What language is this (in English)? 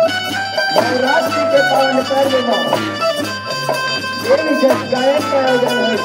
Chhattisgarhi